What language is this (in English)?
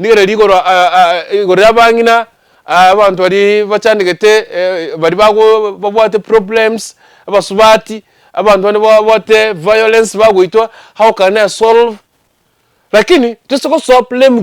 Gusii